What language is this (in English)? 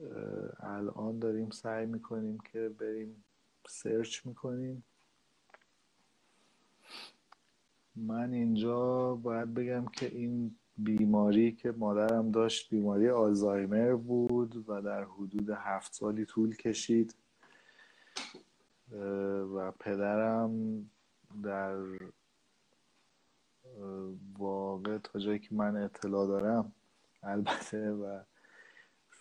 Persian